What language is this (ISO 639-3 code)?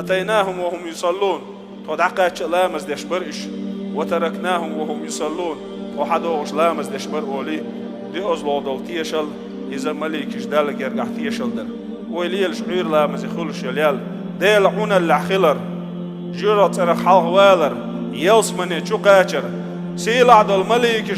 che